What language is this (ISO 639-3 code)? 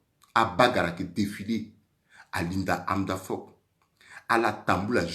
sag